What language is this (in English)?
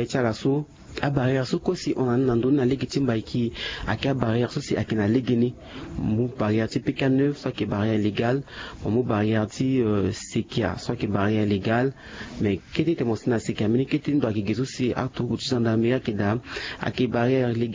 Sango